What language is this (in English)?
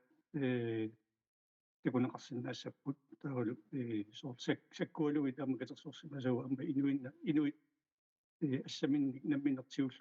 Kalaallisut